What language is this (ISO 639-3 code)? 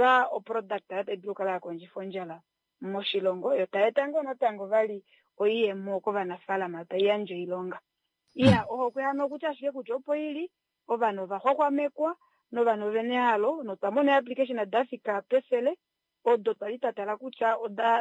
kua